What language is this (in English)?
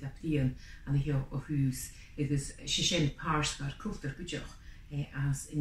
Scottish Gaelic